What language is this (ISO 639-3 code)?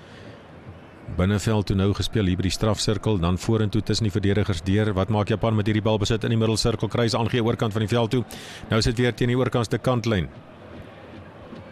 afr